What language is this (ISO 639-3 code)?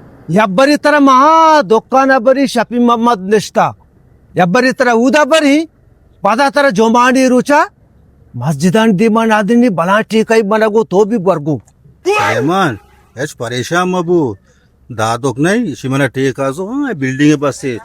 bal